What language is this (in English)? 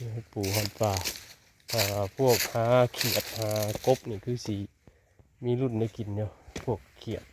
Northeastern Thai